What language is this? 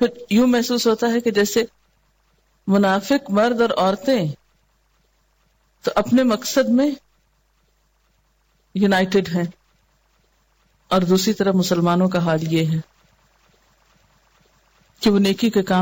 Urdu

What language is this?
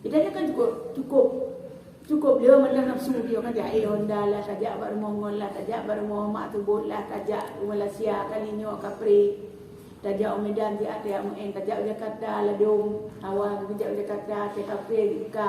Achinese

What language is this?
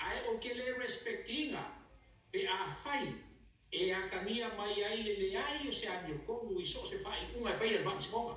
Samoan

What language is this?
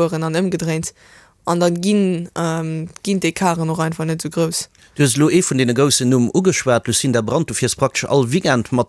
Luxembourgish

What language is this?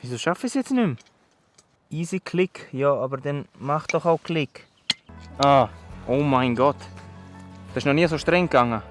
Swiss German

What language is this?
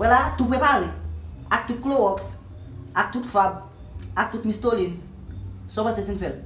Haitian Creole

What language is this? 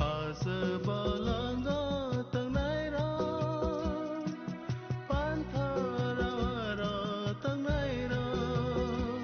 Kok Borok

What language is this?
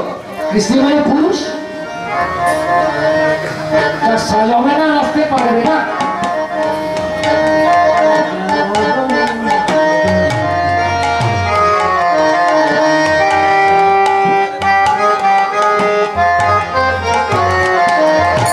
Bangla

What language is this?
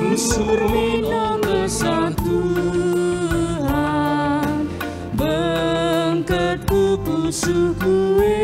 Batak Karo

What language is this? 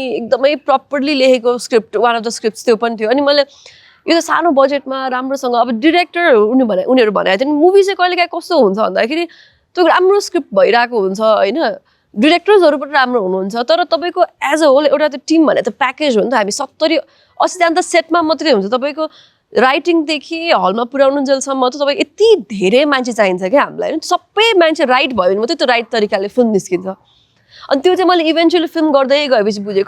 Nepali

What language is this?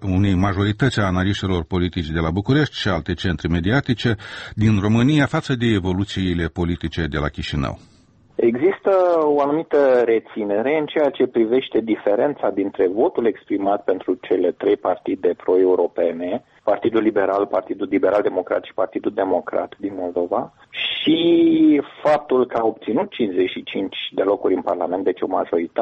Romanian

